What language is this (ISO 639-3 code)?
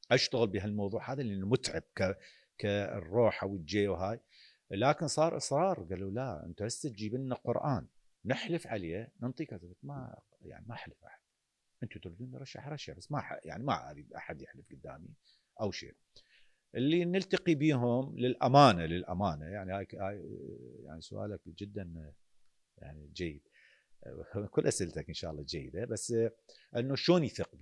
acm